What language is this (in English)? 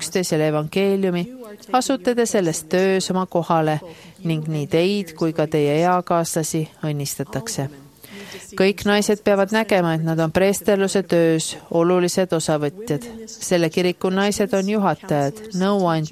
Estonian